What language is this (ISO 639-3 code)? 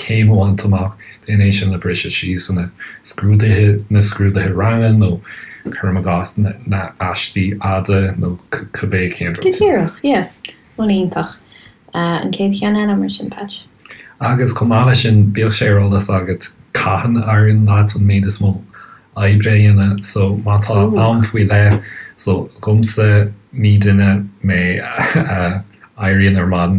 gle